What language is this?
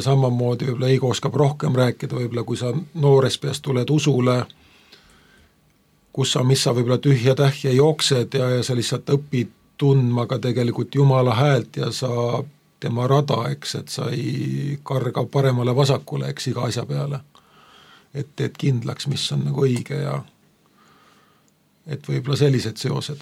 Estonian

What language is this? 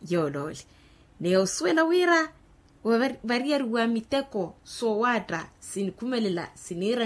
Makhuwa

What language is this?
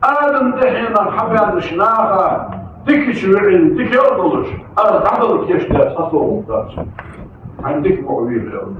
Ingush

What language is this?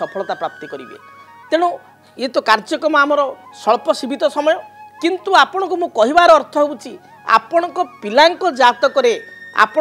Odia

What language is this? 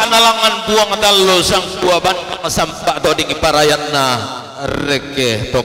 Toraja-Sa'dan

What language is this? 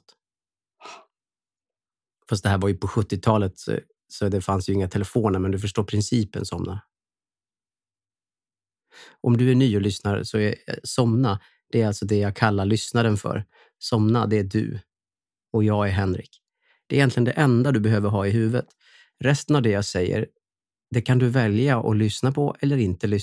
Swedish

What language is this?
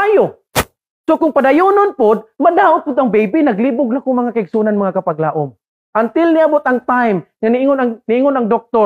Cebuano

